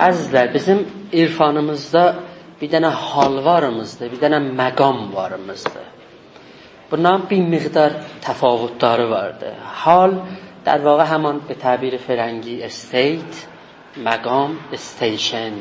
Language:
South Azerbaijani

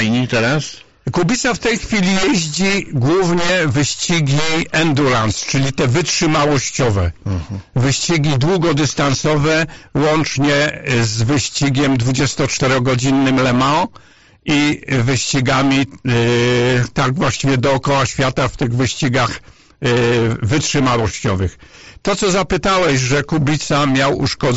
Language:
Polish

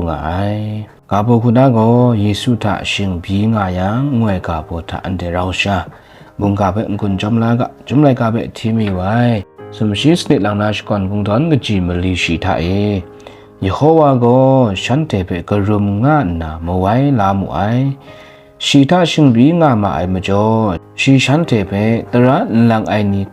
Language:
Kachin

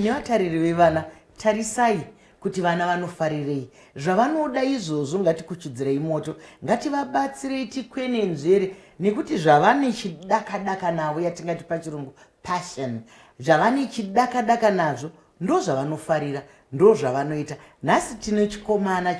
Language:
Shona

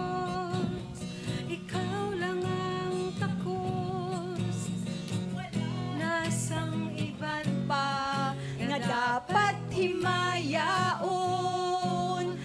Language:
Hiligaynon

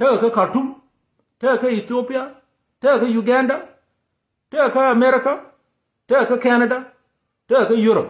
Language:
Nuer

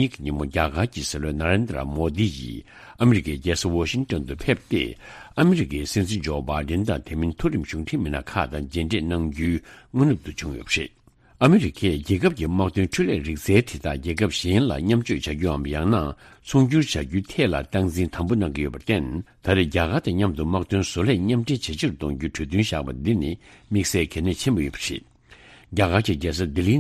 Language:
Tibetan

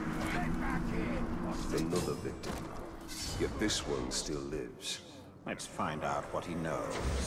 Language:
English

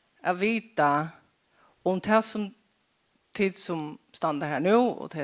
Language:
Faroese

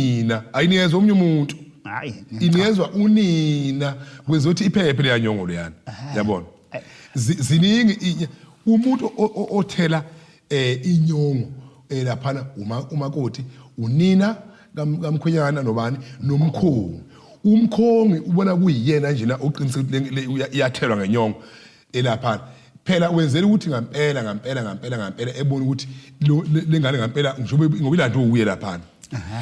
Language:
Zulu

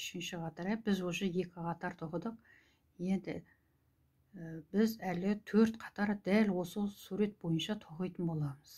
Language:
Kazakh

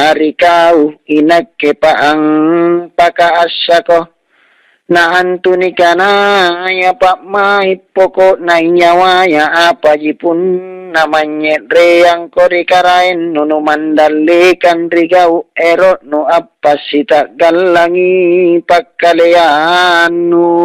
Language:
Makasar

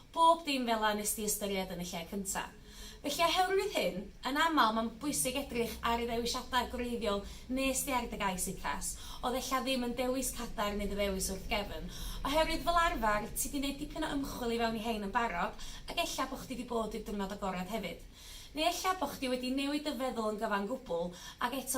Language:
Welsh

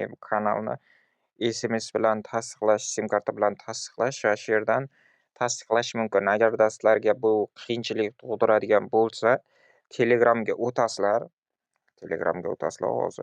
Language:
Uzbek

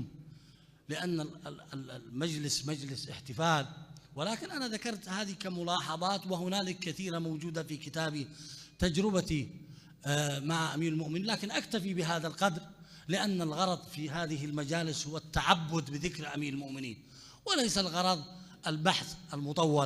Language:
Mesopotamian Arabic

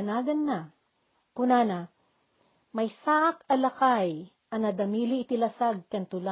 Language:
Iloko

